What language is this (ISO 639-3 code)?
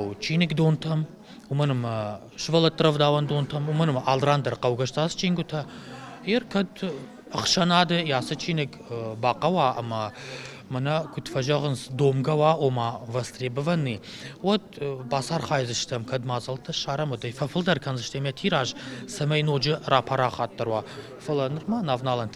oss